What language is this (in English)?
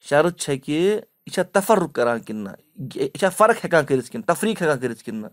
Kashmiri